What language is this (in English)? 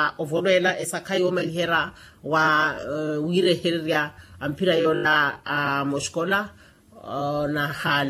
Makhuwa